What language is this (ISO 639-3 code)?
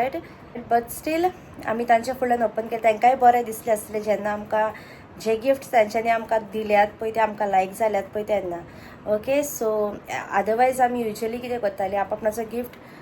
kok